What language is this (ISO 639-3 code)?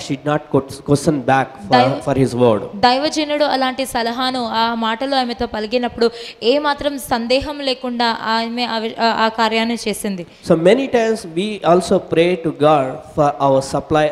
tel